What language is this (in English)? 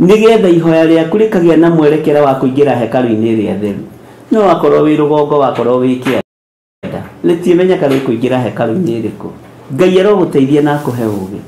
Kikuyu